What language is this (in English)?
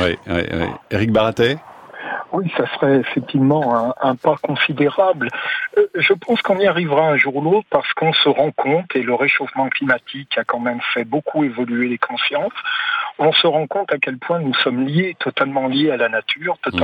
French